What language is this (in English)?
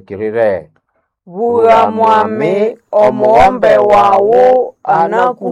Nande